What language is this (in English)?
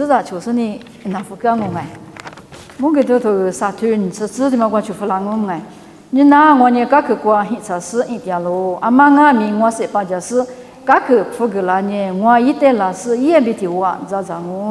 Lisu